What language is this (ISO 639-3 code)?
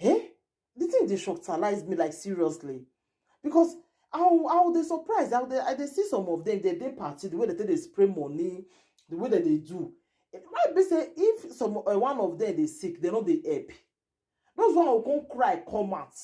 pcm